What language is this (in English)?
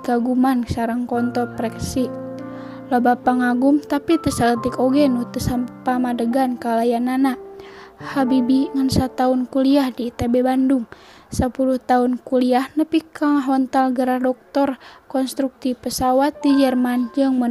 Sundanese